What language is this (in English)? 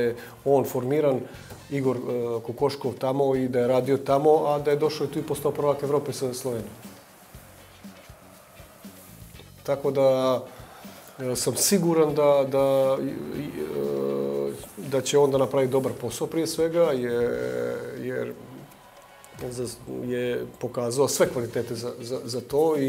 Bosnian